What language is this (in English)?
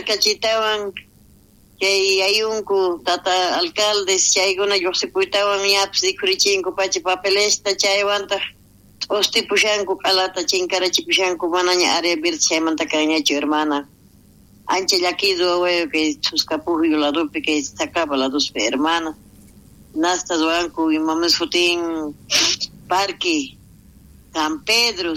South Bolivian Quechua